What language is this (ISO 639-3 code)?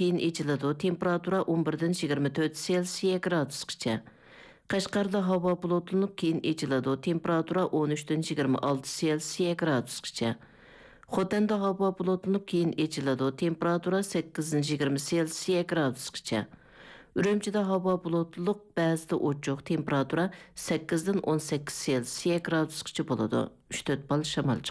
uig